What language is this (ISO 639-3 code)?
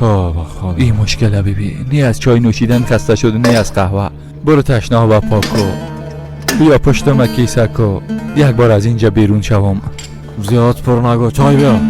fas